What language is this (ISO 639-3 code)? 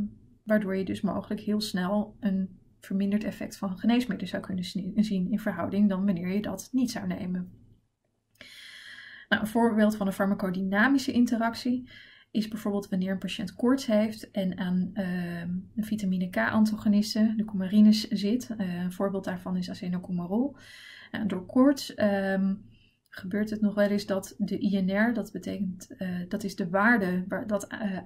nld